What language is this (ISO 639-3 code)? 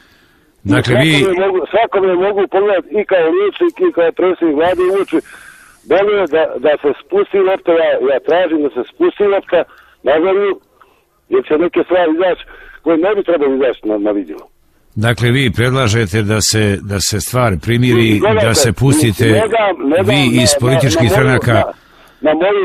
hrv